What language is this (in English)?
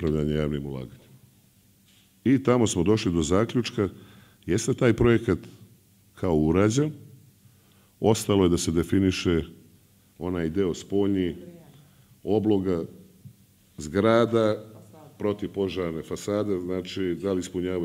Serbian